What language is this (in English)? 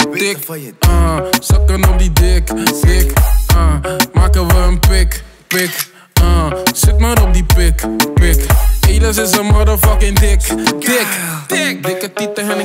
Dutch